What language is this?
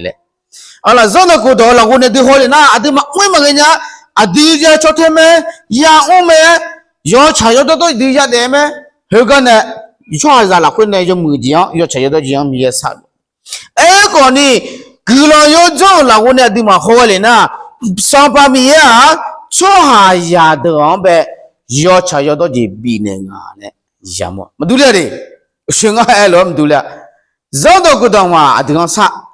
Akha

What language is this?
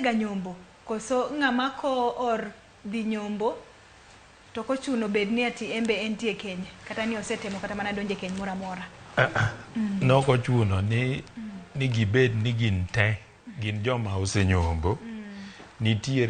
Luo (Kenya and Tanzania)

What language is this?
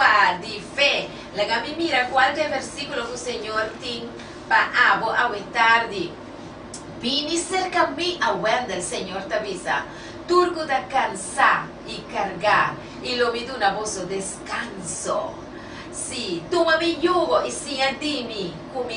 Papiamento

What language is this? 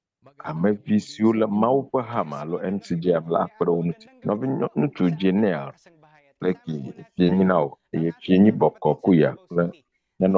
Ewe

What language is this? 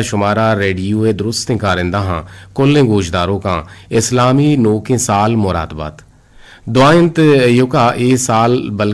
Eastern Balochi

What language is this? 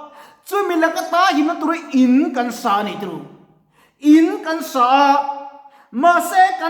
Mizo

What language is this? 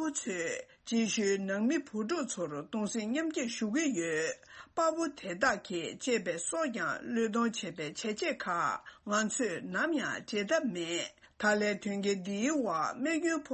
Tibetan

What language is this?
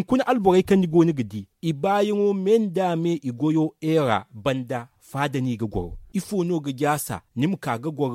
Zarma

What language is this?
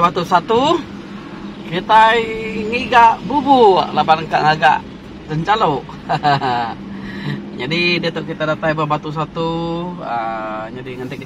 Iban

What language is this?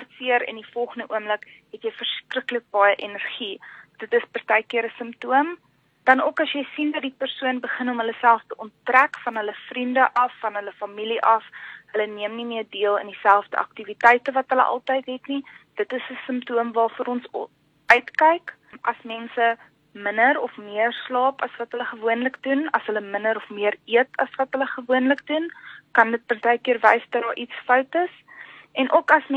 Afrikaans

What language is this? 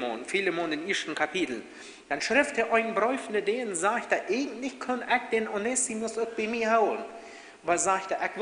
Plautdietsch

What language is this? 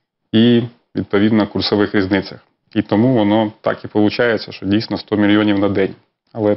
Ukrainian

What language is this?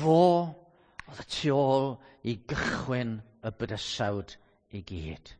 Welsh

